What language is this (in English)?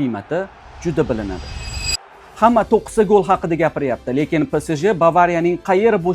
Uzbek